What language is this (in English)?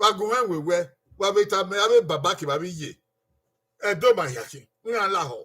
Bini